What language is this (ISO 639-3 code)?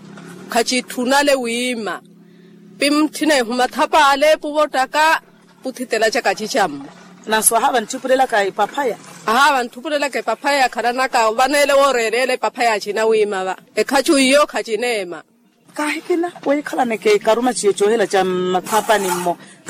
vmw